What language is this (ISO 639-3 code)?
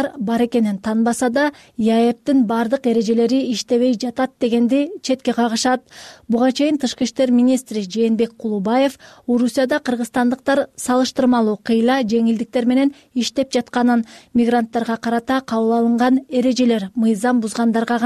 kir